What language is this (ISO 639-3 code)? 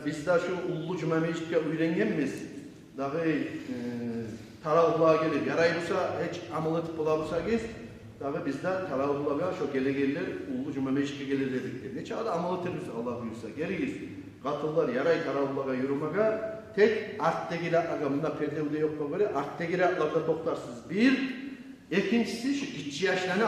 kum